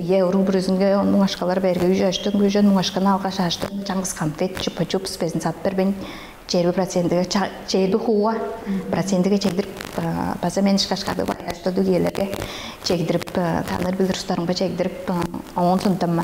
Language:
Tuvinian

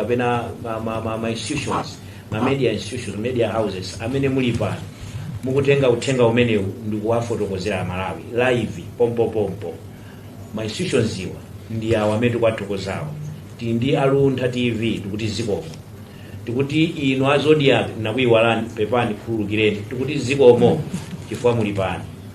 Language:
Nyanja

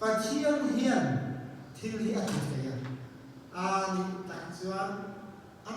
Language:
Mizo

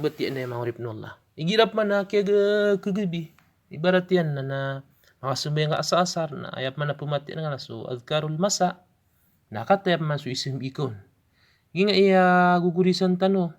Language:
Maranao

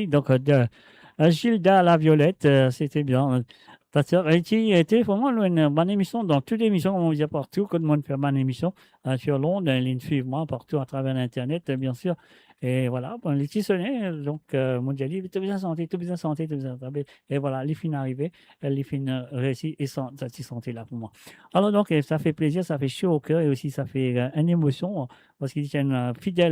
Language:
Morisyen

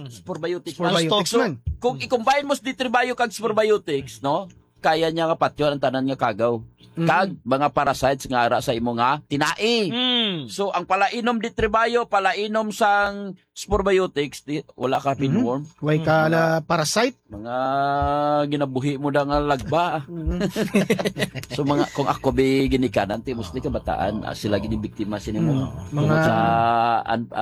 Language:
Hiligaynon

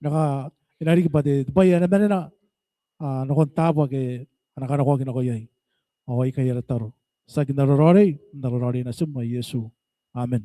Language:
Gilbertese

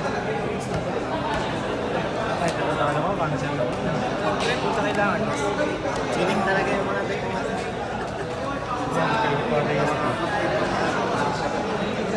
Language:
Filipino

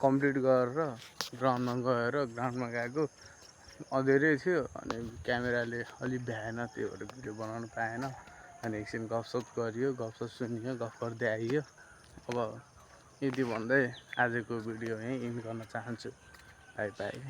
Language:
Nepali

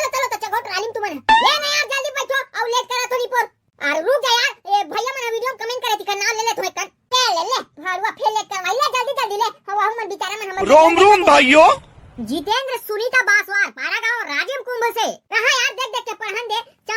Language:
Chhattisgarhi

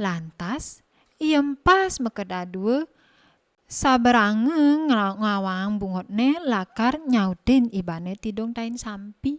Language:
Balinese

